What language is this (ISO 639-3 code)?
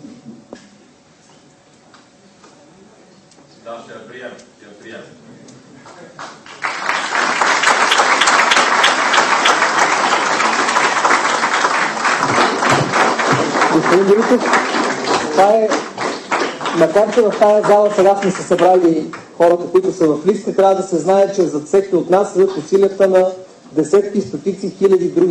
bul